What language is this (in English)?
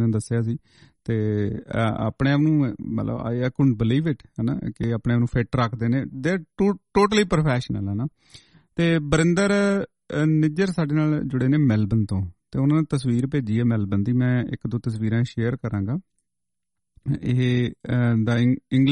Punjabi